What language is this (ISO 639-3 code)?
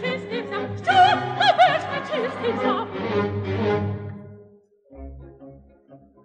ukr